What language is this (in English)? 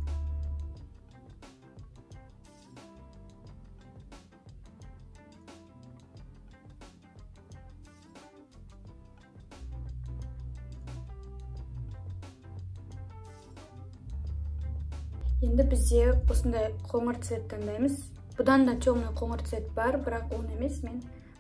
Kazakh